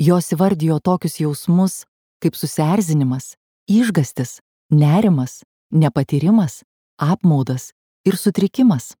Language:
Lithuanian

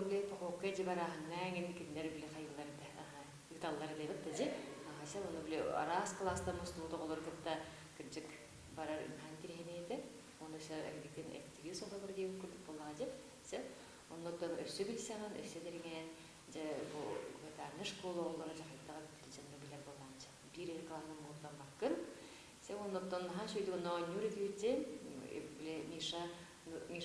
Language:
Yakut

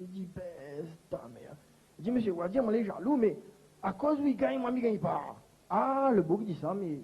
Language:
Réunion Creole French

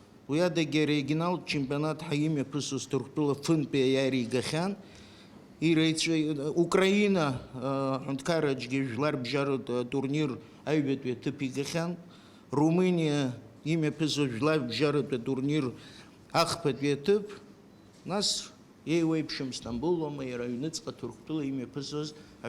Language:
Abkhazian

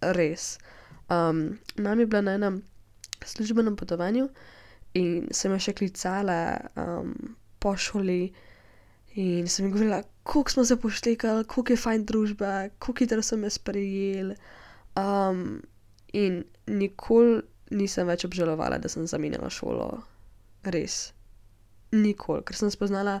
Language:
Slovenian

